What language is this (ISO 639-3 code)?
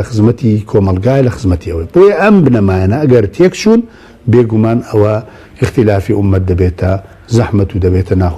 ckb